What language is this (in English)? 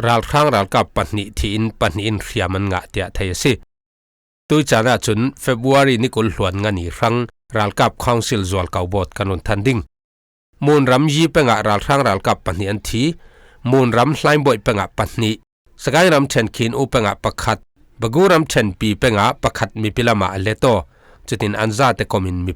Falam Chin